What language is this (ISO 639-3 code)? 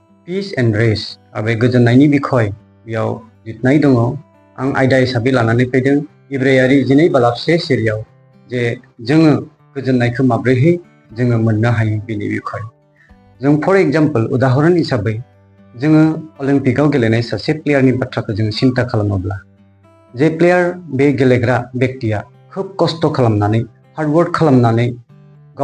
brx